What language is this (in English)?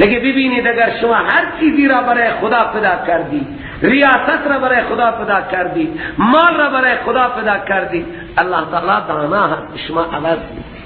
Persian